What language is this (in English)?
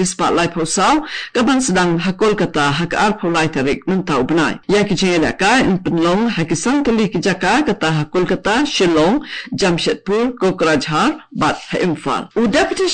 Khasi